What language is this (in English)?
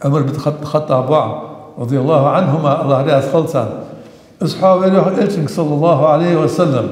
Ingush